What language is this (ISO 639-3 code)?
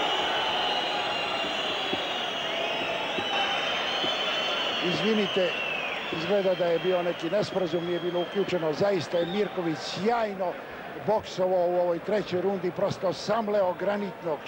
srp